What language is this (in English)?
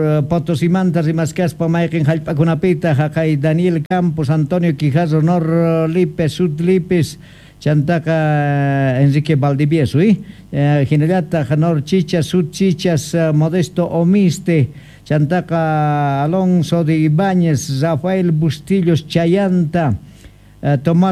Quechua